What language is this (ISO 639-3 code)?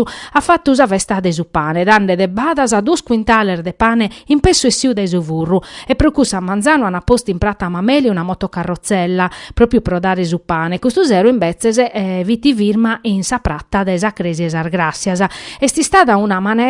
srd